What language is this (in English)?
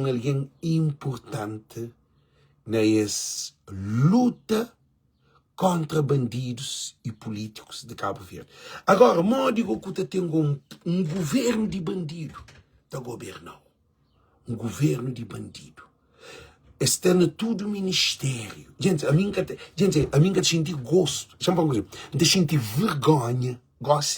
Kabuverdianu